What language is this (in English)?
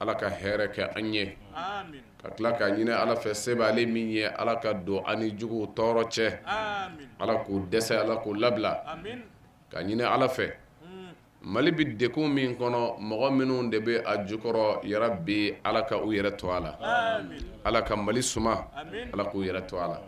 Bambara